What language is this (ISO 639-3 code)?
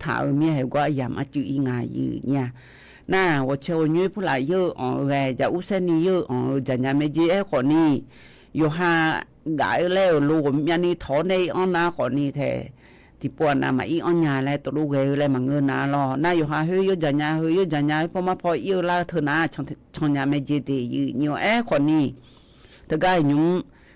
ahk